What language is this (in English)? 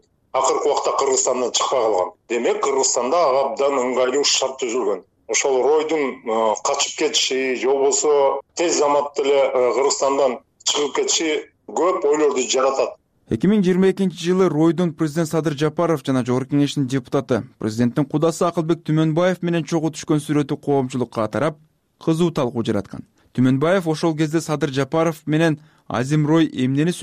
Kyrgyz